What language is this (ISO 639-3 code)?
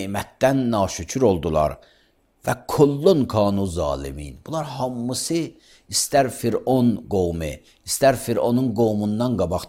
aze